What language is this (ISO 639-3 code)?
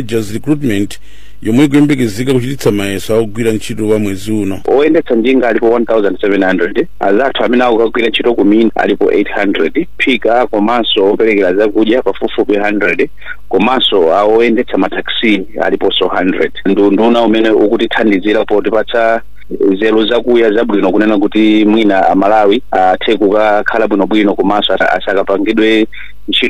nya